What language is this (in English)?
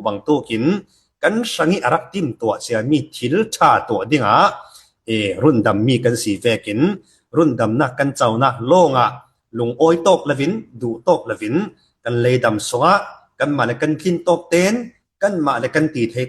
Falam Chin